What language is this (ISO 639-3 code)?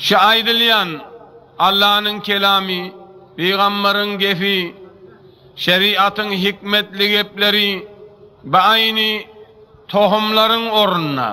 tuk